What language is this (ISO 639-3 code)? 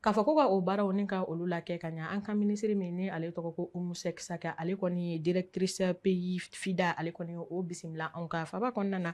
bam